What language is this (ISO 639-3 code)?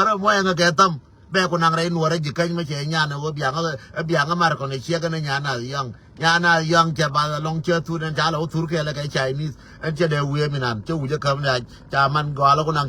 nus